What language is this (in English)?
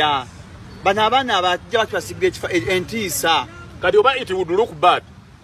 Ganda